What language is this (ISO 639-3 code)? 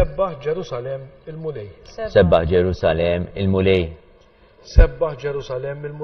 mlt